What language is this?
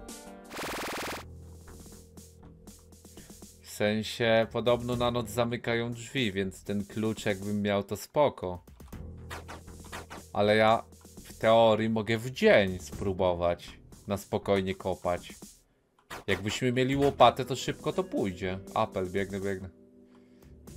Polish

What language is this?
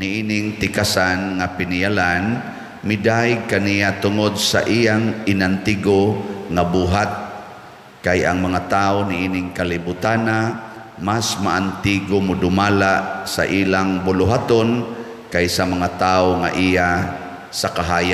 Cebuano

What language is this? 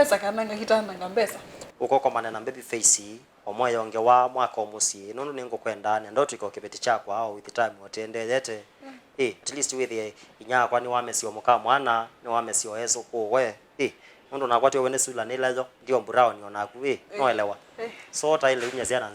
Kamba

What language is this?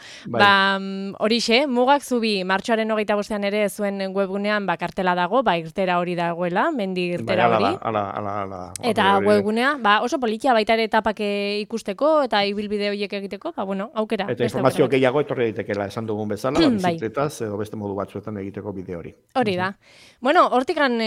Basque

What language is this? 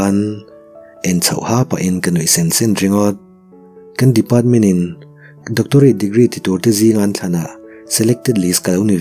Mizo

